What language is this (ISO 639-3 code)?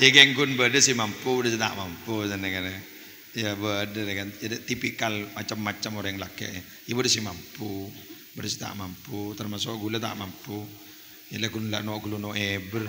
mad